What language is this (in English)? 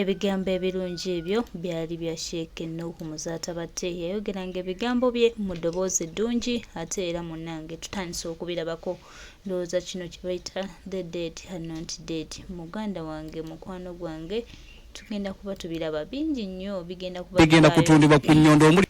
Ganda